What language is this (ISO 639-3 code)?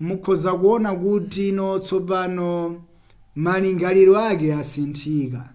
nya